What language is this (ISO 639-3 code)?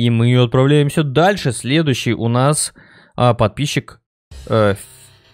rus